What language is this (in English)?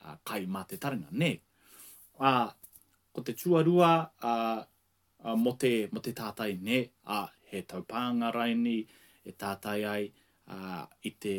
Māori